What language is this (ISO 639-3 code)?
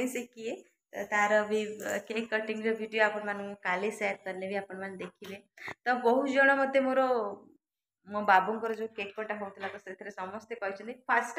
ori